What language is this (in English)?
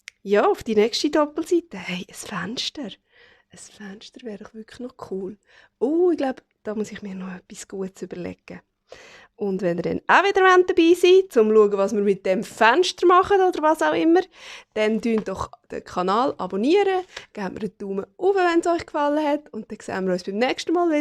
Swiss German